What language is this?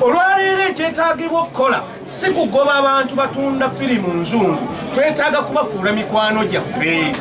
Ganda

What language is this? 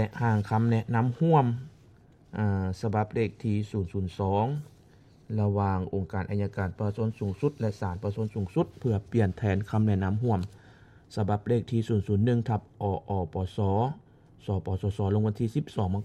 Lao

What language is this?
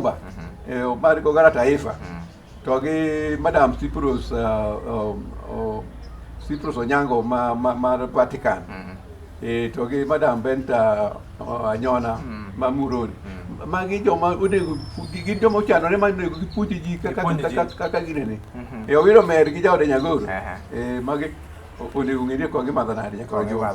Luo (Kenya and Tanzania)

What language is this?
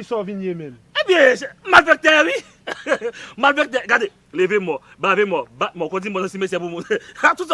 Haitian Creole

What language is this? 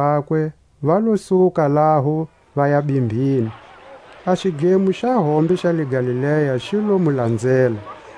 Tswa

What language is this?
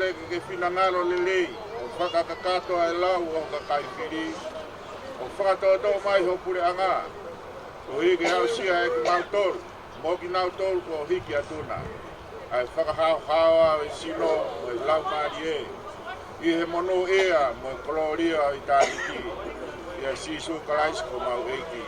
Tongan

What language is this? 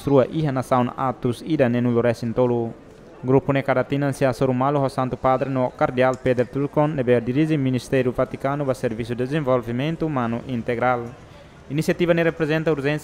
Tetum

